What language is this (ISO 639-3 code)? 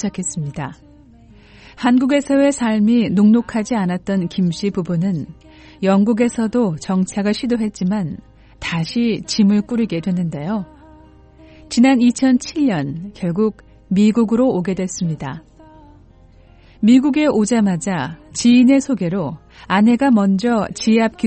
kor